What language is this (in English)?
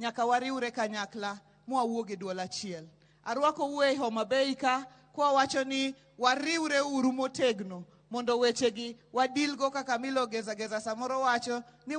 Luo (Kenya and Tanzania)